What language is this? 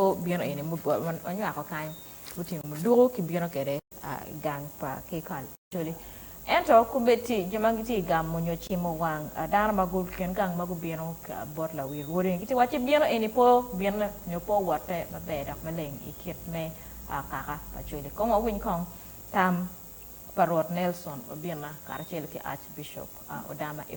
Acoli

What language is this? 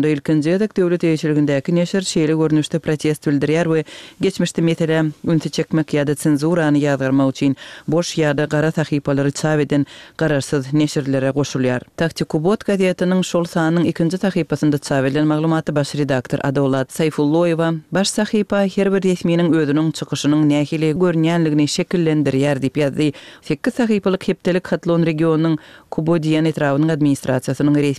Kyrgyz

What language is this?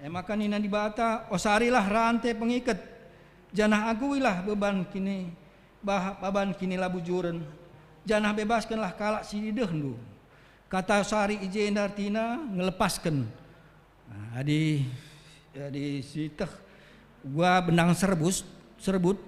Batak Karo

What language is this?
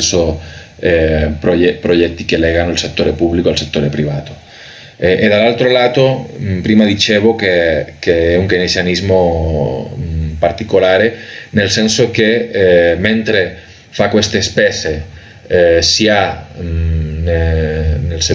Italian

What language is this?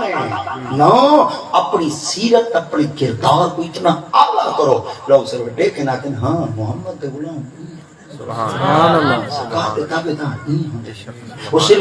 Saraiki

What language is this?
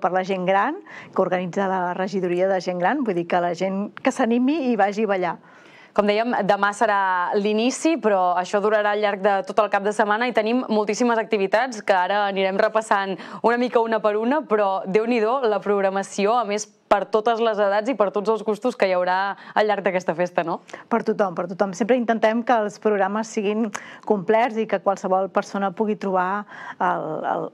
Catalan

